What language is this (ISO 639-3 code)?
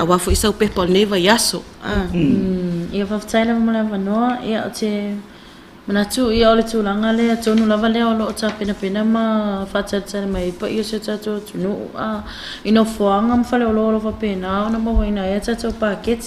smo